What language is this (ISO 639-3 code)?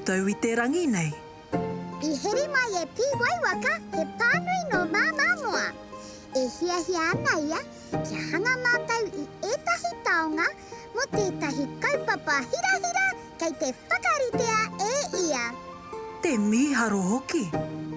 mri